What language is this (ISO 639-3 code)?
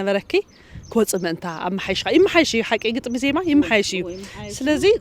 tir